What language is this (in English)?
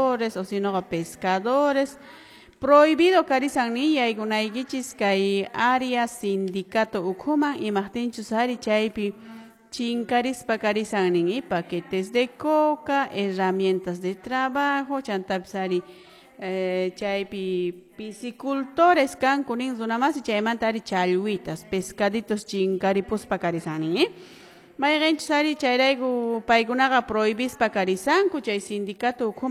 Quechua